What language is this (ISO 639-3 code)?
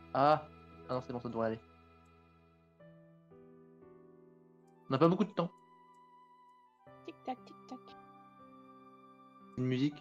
fra